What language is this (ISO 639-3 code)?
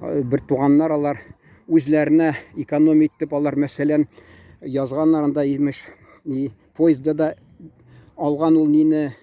tat